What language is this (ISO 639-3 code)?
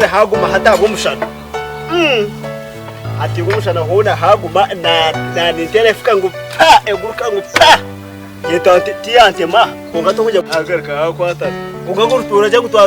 nyn